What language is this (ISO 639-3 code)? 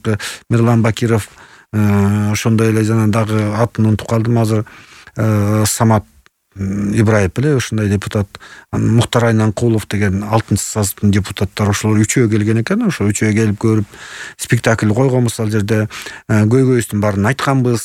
kir